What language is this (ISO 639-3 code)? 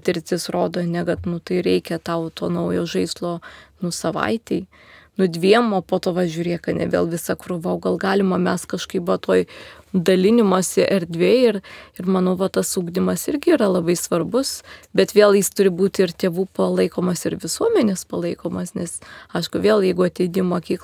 lit